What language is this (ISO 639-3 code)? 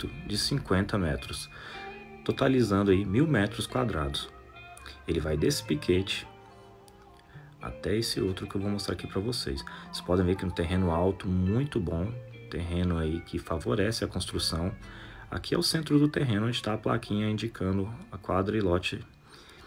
por